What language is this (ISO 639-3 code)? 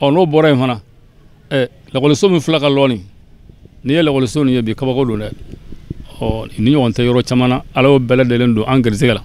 bam